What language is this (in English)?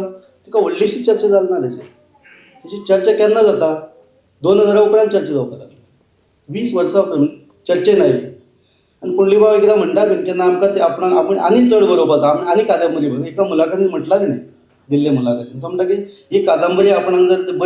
Konkani